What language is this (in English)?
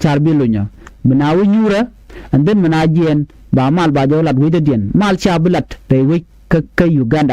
Nuer